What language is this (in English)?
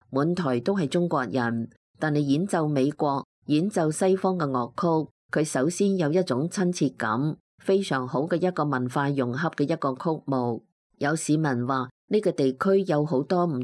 Cantonese